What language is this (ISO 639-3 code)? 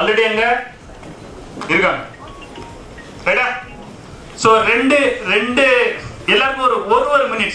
tam